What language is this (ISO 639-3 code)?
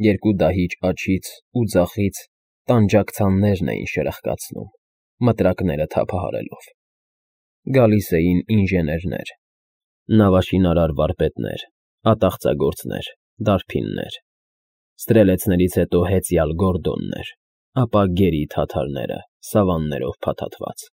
hye